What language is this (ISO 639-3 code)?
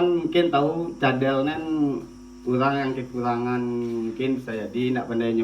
min